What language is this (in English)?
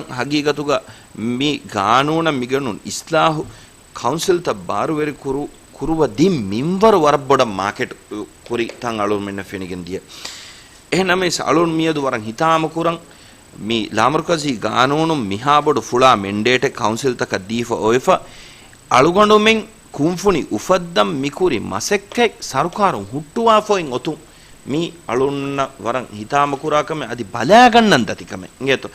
Divehi